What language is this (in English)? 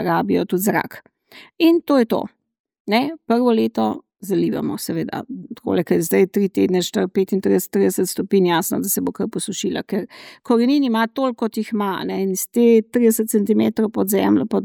Slovenian